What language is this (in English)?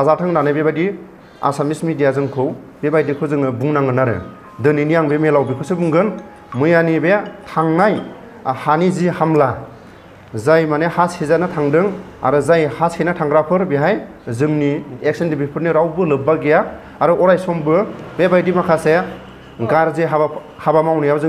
Bodo